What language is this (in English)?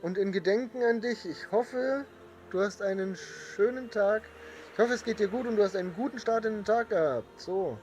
Bavarian